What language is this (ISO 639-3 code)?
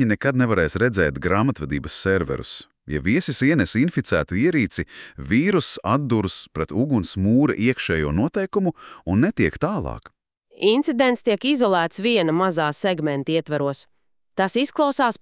lav